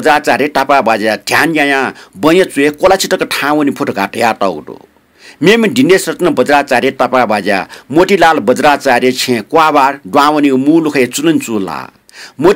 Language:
Newari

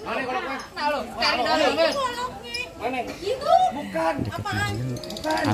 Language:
Betawi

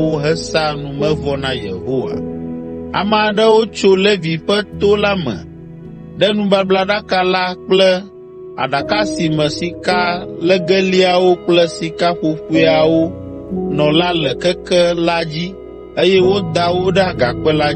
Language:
Ewe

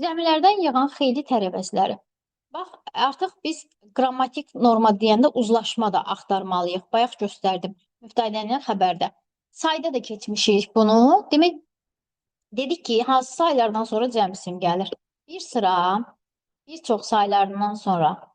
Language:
Azerbaijani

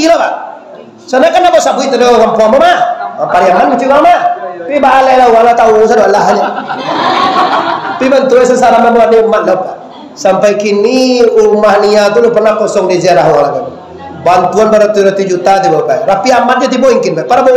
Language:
Minangkabau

